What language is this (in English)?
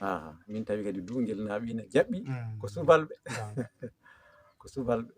Fula